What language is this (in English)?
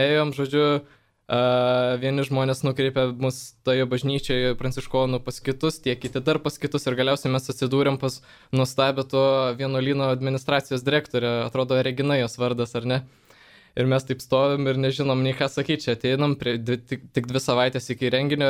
Lithuanian